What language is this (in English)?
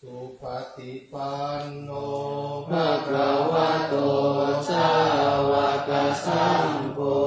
Pali